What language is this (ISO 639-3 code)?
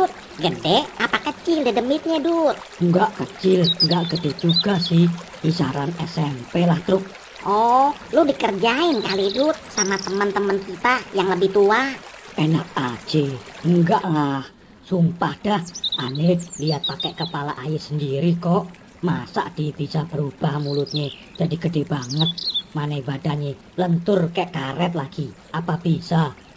bew